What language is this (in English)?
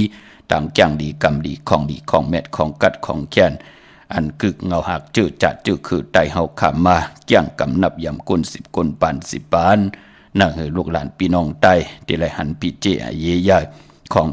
Shan